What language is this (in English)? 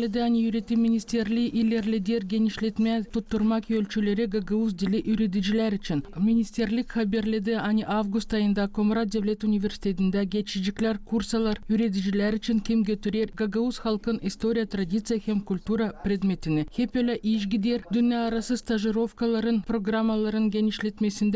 Gagauz